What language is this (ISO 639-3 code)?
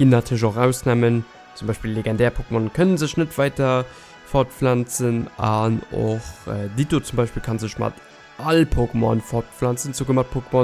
ltz